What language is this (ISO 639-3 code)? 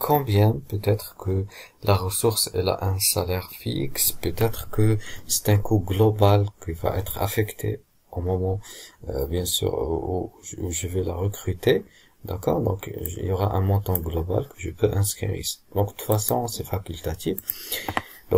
fra